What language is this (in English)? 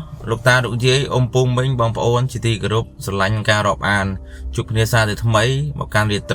Khmer